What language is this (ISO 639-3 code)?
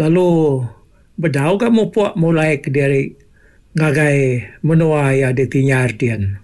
iba